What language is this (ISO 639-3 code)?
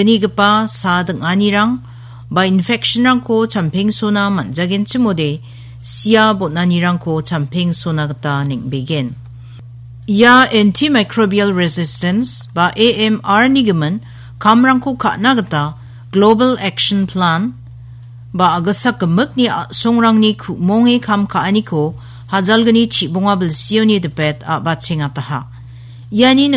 grt